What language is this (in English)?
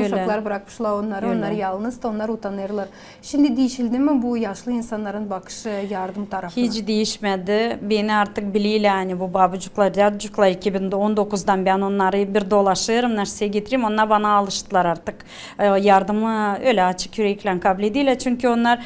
Gagauz